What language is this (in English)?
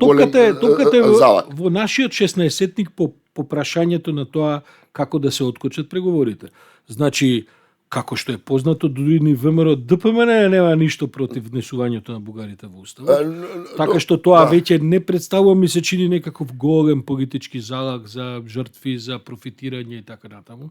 Macedonian